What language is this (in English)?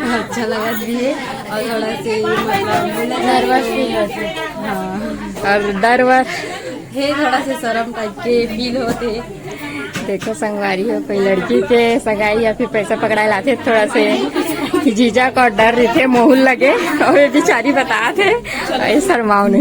Chhattisgarhi